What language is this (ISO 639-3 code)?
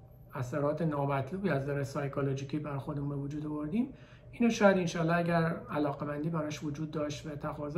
fas